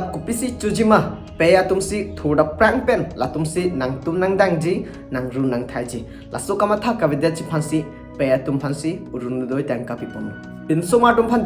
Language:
Karbi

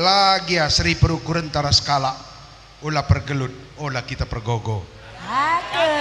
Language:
Batak Karo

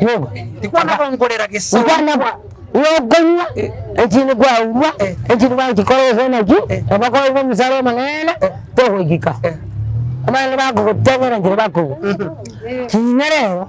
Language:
Gusii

